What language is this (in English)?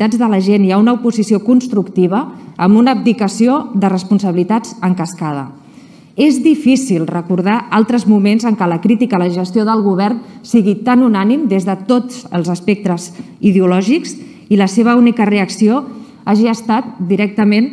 Catalan